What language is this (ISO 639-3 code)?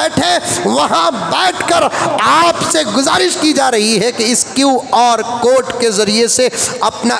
hin